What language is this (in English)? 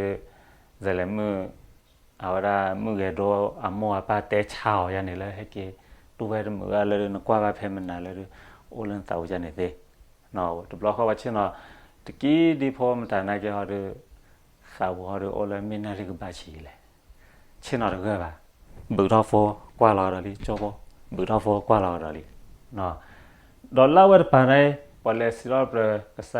S'gaw Karen